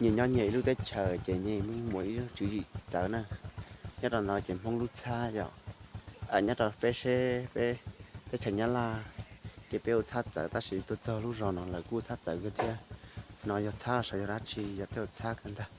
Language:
Hmong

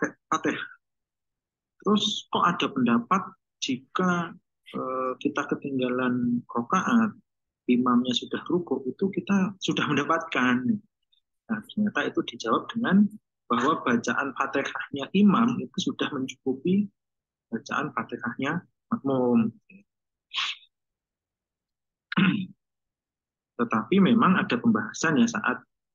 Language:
Indonesian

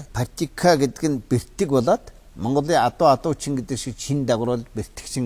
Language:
Mongolian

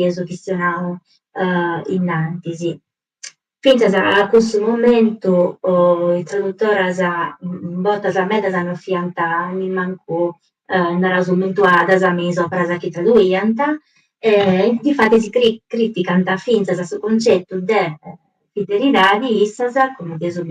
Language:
Sardinian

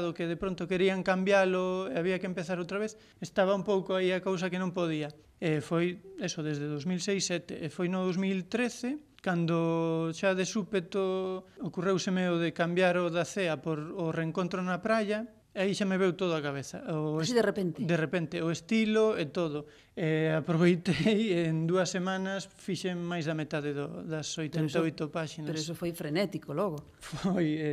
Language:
Galician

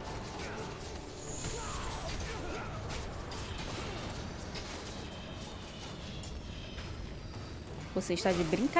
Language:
Portuguese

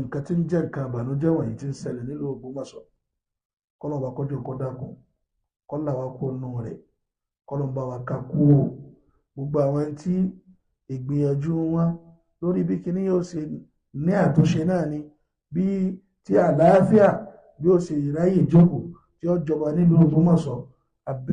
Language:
Yoruba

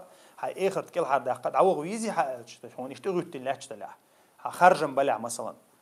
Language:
Chechen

